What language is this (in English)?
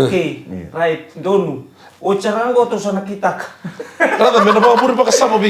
Fijian